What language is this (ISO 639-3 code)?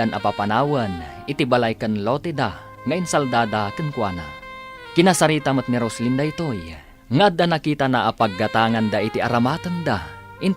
ilo